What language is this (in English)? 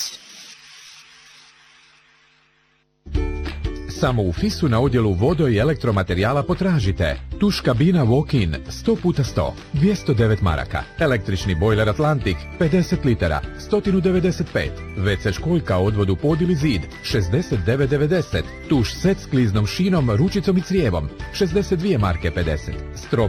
Bosnian